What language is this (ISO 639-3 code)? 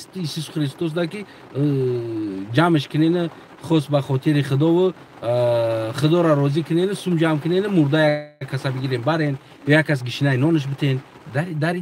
tgk